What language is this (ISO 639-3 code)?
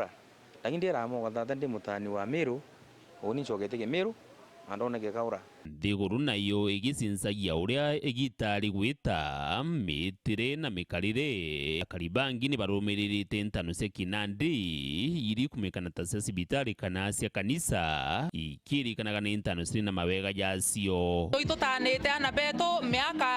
mer